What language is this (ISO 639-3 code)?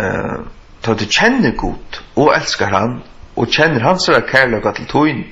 fao